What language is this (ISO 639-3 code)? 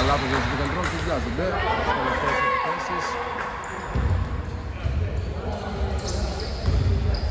ell